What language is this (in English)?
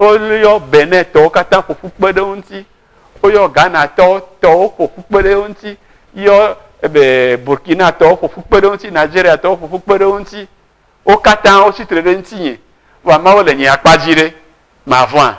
Ewe